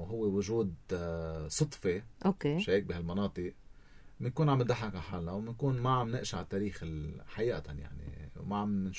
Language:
North Levantine Arabic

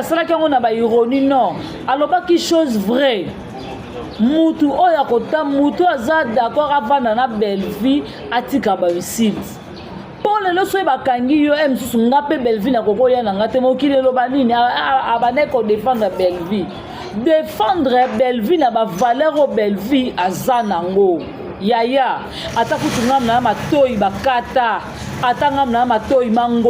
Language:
Lingala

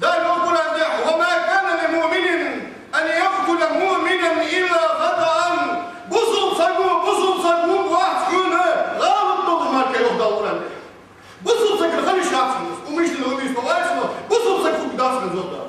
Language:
Ingush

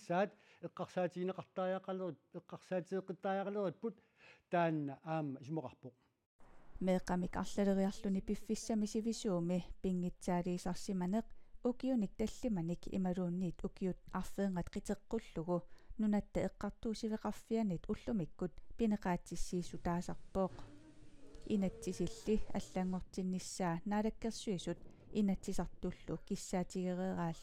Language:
Kalaallisut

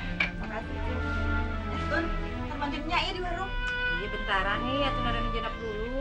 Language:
Betawi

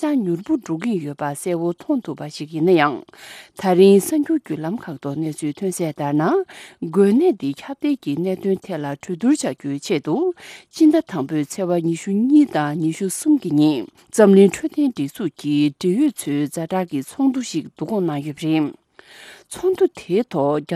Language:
Tibetan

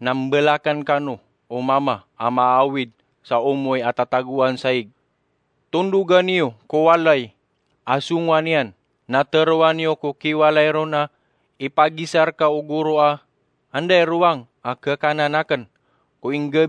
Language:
Maranao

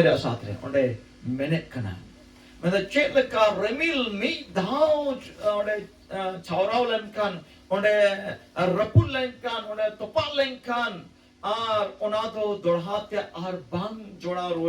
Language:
Santali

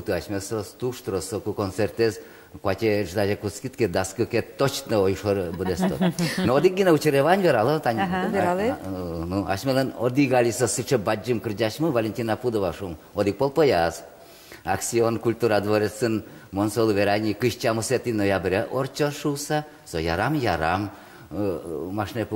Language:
Udmurt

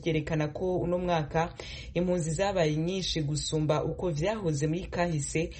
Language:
Rundi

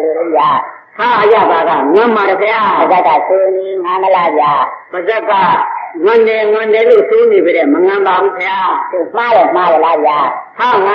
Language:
Burmese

